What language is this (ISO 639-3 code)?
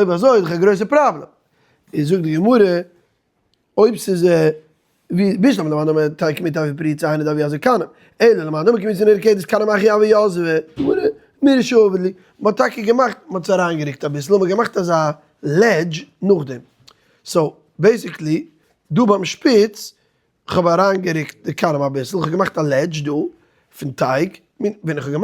yid